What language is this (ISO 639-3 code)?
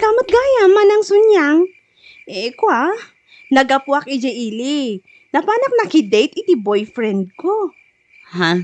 ilo